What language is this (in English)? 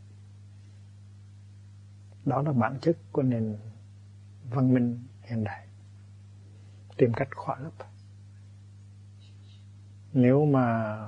Vietnamese